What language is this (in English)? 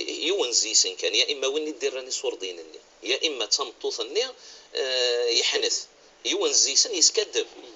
Kabyle